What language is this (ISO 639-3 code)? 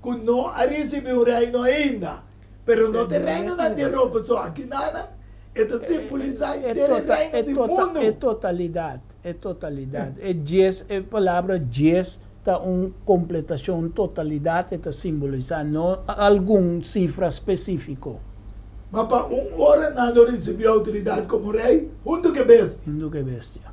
pap